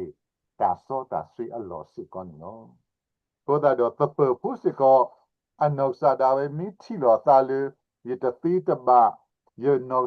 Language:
S'gaw Karen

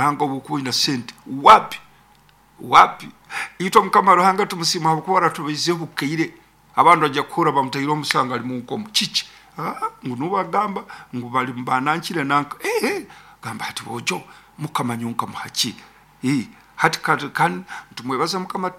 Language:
Nyoro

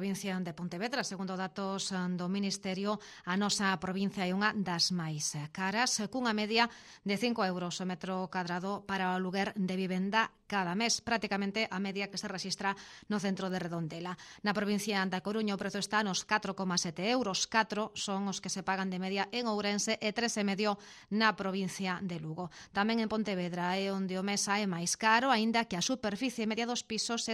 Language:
Galician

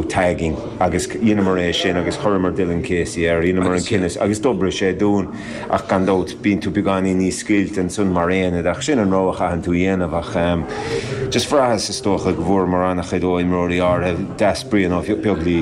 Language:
Irish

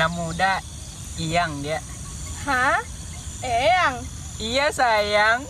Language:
Minangkabau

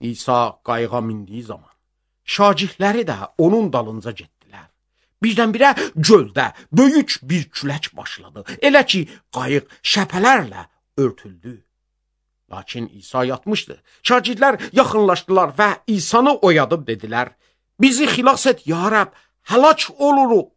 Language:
Azerbaijani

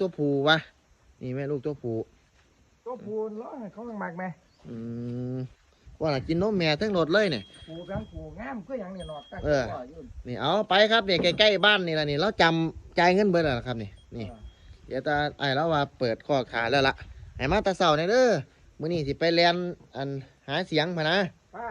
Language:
Northeastern Thai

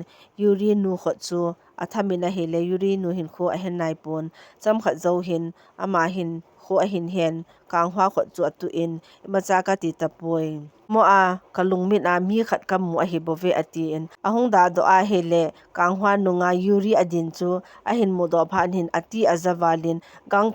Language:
Thado Chin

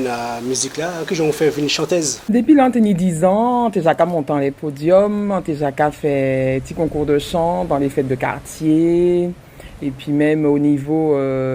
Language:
Guadeloupean Creole French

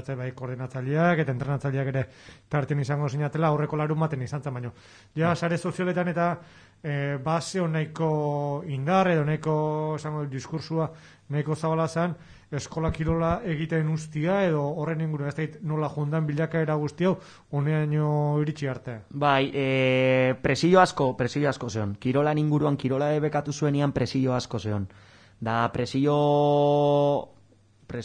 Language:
Basque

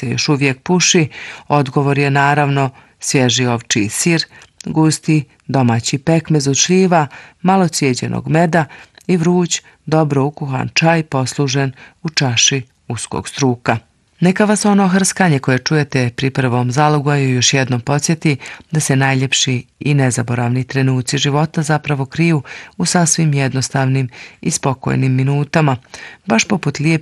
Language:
Croatian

